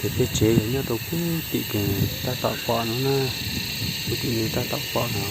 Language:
Hmong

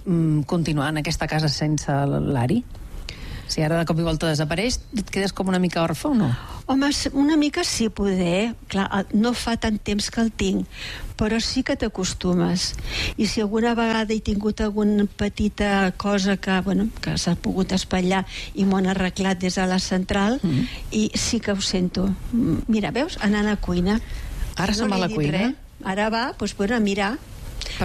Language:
Catalan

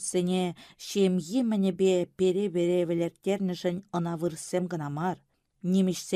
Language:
Chuvash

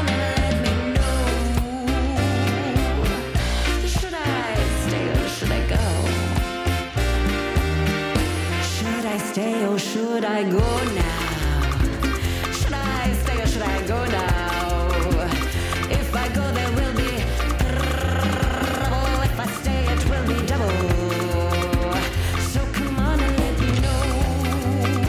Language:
English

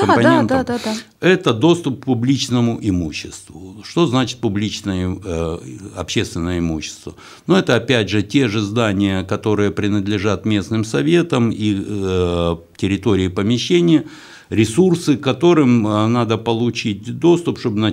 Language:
Russian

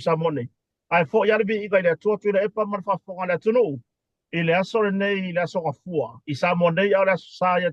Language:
Samoan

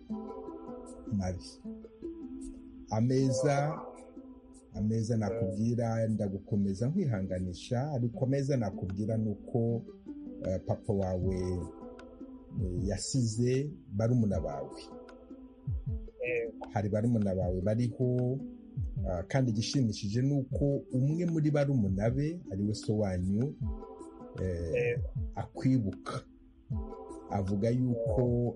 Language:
Kinyarwanda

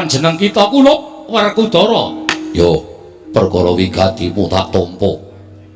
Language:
Javanese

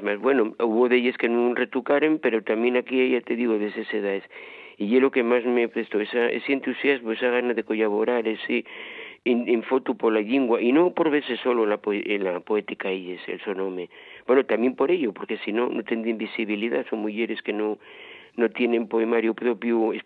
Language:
Asturian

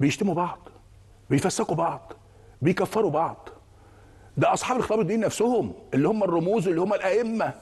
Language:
Egyptian Arabic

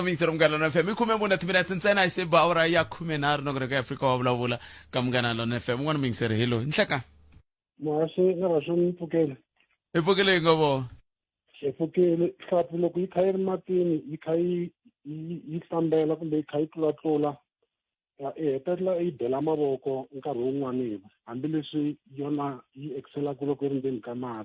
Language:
Tsonga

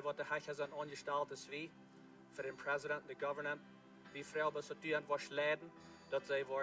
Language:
Plautdietsch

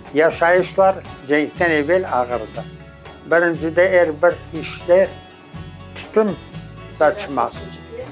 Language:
Crimean Tatar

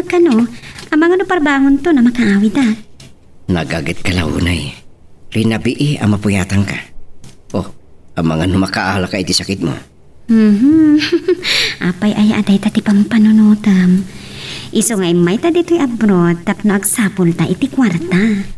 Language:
Iloko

